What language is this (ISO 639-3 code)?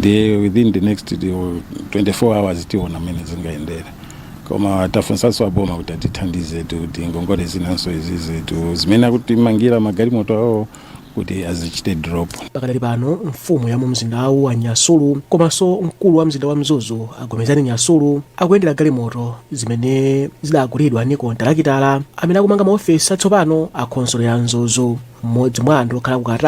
nya